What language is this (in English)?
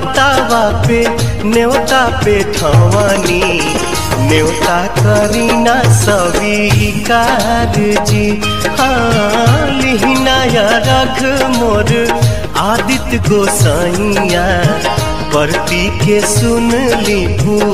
Bhojpuri